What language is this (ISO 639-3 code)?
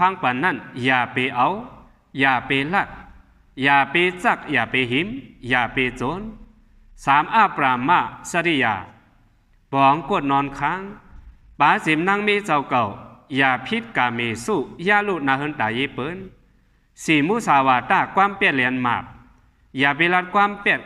shn